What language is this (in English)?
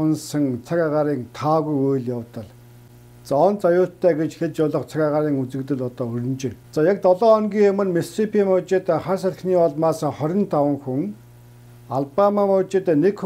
Mongolian